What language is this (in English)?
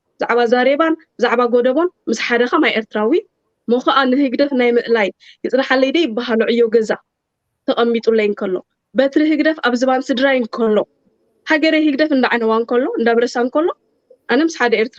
Tigrinya